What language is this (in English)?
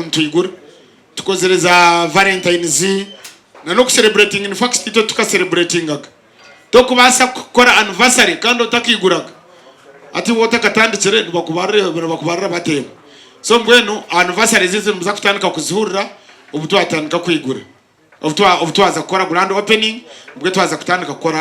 Nyankole